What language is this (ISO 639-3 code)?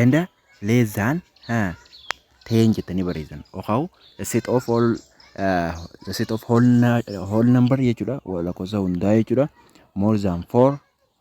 orm